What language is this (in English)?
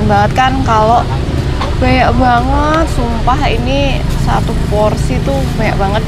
Indonesian